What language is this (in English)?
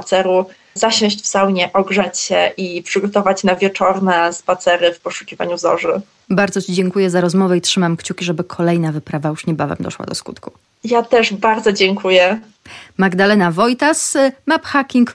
Polish